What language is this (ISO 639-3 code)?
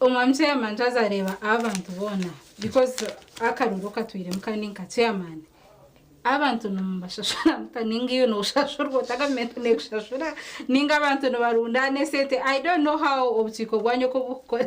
nyn